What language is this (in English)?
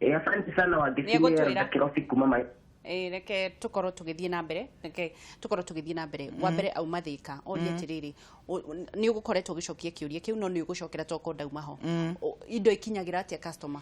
Kikuyu